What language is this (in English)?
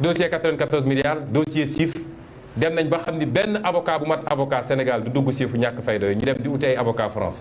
Wolof